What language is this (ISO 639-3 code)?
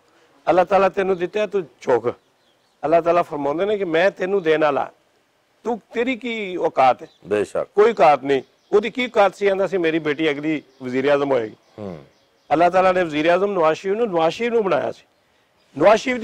lah